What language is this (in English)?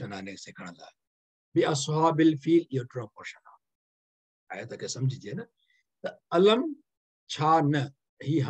Sindhi